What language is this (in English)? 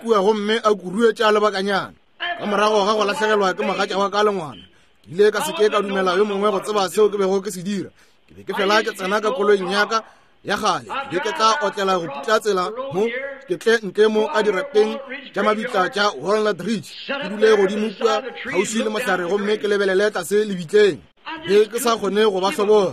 Northern Sotho